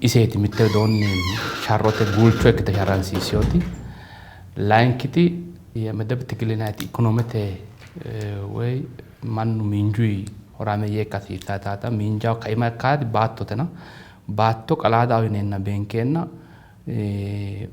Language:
Sidamo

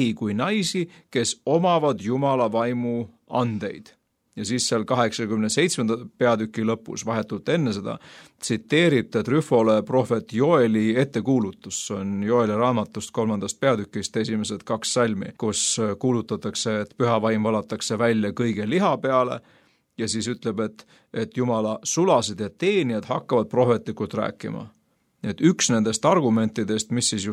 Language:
Estonian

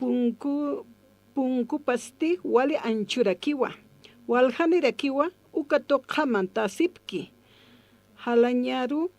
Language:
Aymara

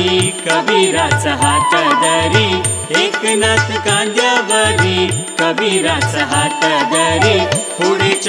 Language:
Marathi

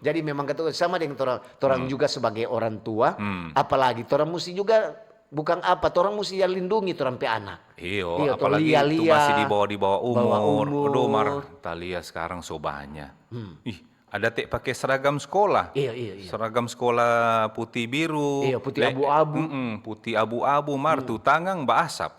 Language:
Manado Malay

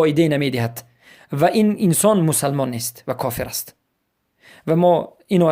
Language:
Persian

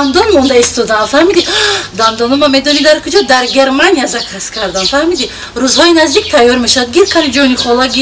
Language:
Tajik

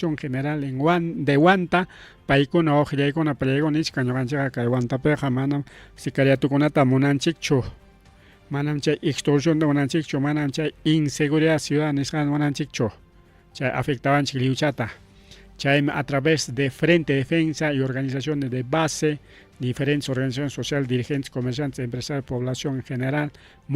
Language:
Ayacucho Quechua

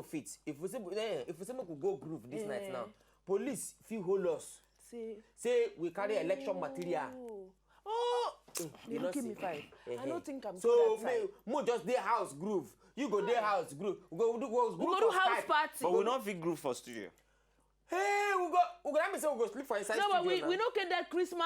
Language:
Nigerian Pidgin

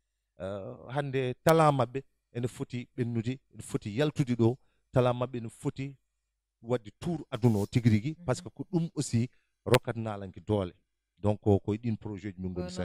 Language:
Fula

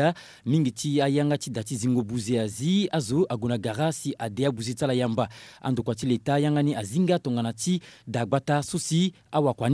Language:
Sango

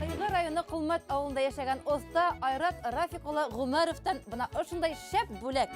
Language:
Bashkir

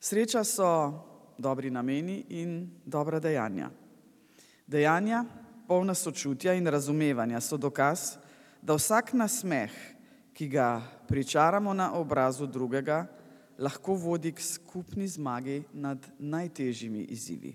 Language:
Slovenian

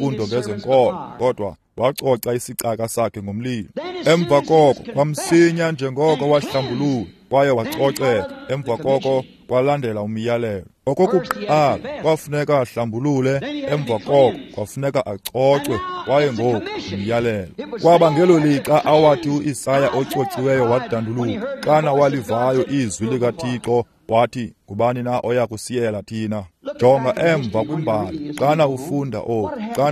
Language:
Xhosa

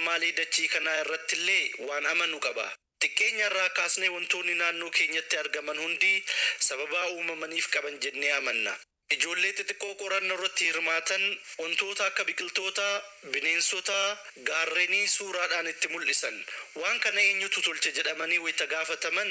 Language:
Oromo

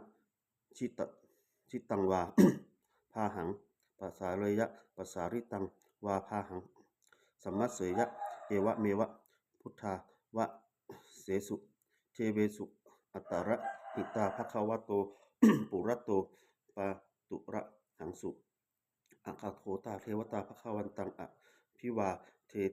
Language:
Pali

